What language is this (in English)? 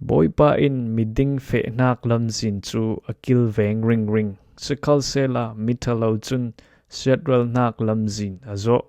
Falam Chin